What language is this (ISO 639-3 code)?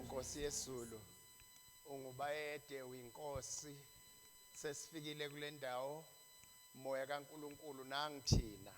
zul